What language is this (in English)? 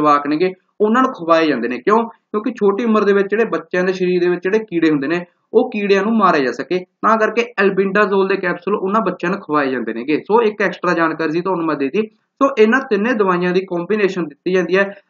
Punjabi